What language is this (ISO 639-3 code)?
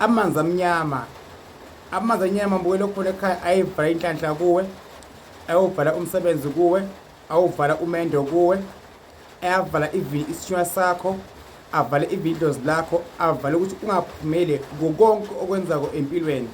zul